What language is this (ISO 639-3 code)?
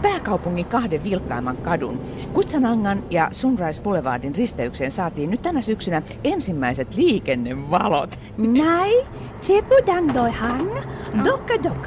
fin